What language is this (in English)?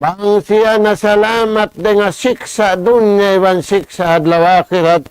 Tausug